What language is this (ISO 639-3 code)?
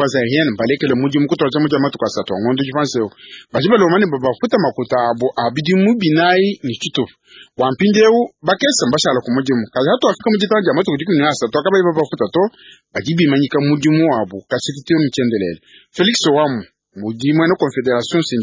lua